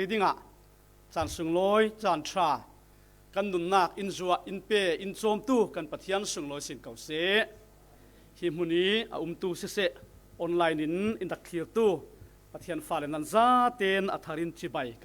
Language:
Falam Chin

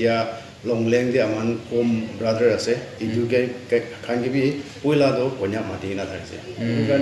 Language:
Naga Pidgin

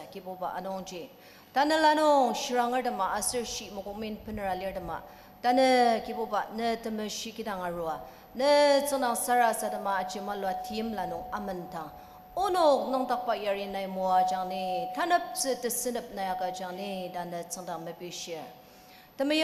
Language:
Ao Naga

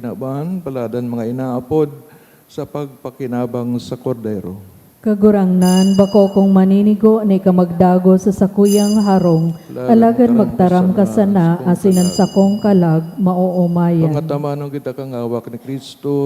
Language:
Bikol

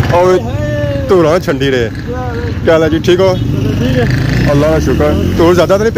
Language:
Pahari-Potwari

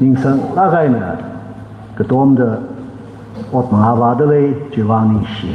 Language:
Tangkhul Naga (India)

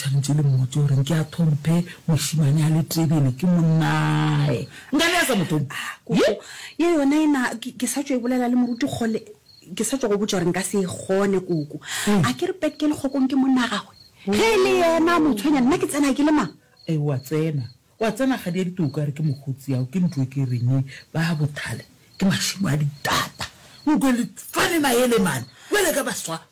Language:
Northern Sotho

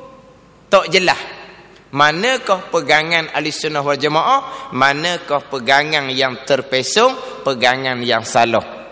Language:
Malay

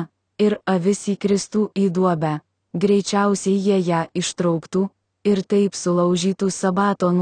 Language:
Lithuanian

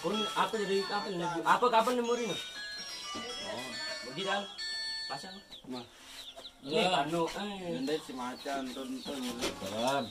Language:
Sasak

